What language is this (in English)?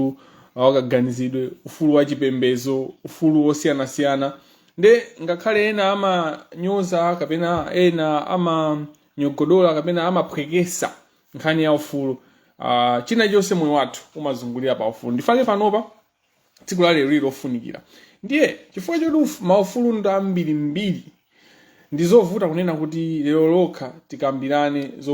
Nyanja